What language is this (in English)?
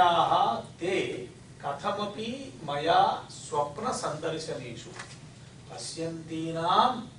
Sanskrit